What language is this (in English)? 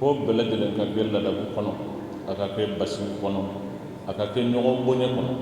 Bambara